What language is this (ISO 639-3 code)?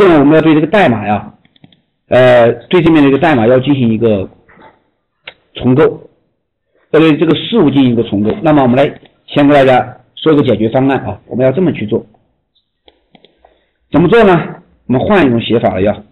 zho